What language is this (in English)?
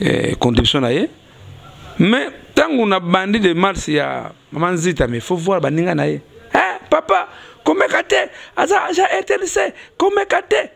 Lingala